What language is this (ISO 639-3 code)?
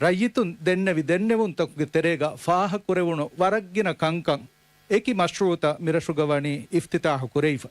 div